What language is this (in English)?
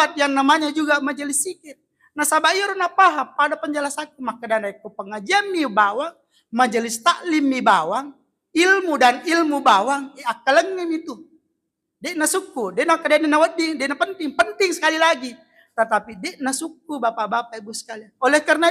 Buginese